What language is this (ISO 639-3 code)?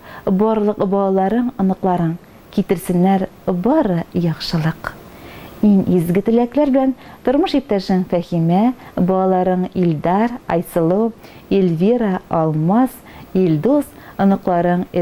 tat